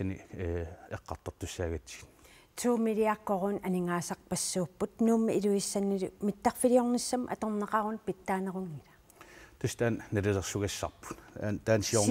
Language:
Kalaallisut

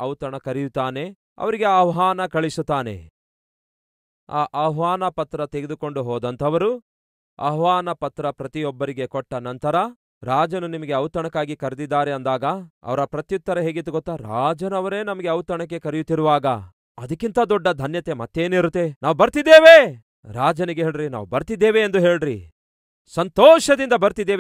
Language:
Kannada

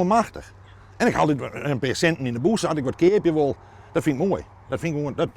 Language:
Western Frisian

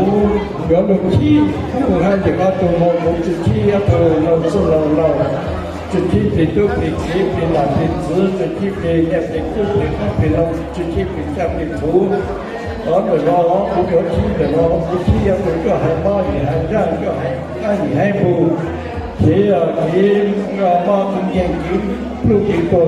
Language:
Hmong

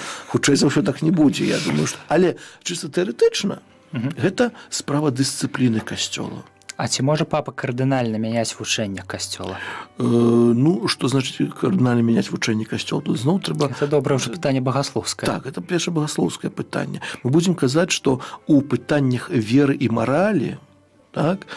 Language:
Belarusian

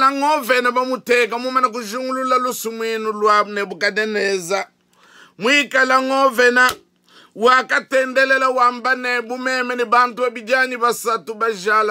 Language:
Luba-Lulua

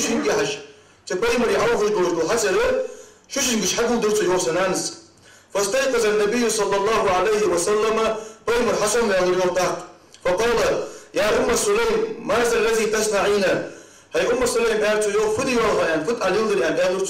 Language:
Ingush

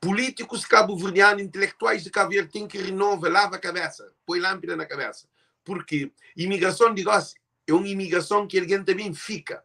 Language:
Kabuverdianu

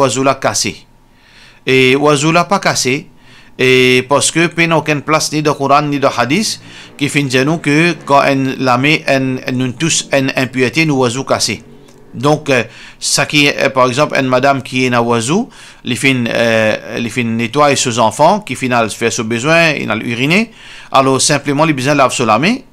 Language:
Morisyen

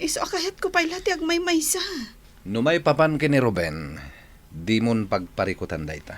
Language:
Iloko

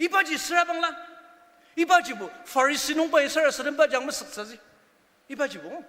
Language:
Ao Naga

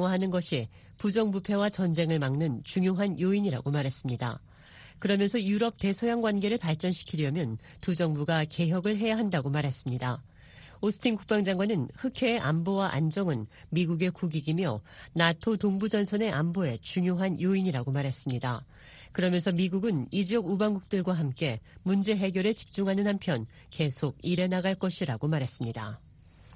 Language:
Korean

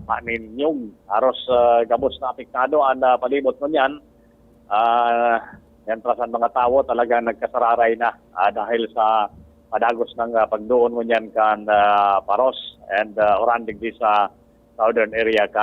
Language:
Bikol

